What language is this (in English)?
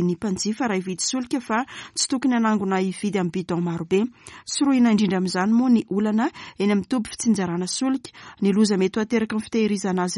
Malagasy